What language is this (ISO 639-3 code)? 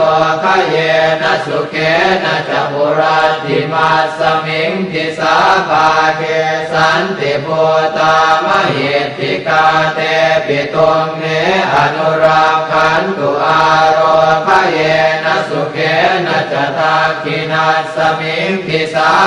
pli